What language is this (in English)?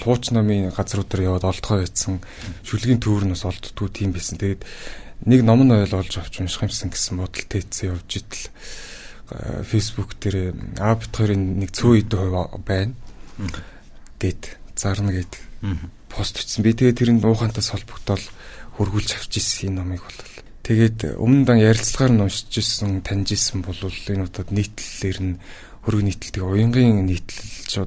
Mongolian